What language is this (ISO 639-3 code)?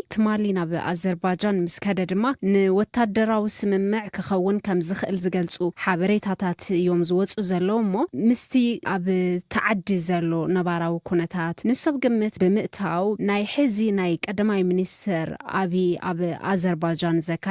tir